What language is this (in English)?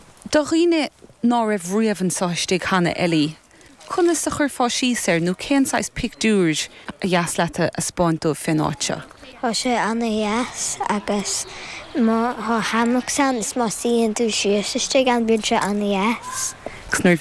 Irish